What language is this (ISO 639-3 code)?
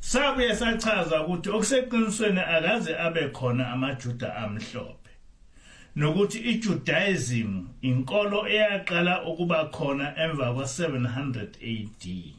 zul